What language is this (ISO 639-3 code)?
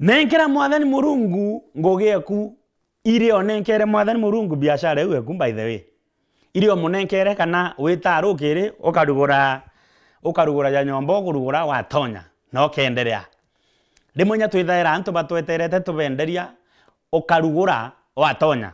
mer